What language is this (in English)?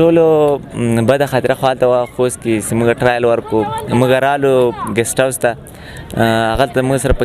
Pashto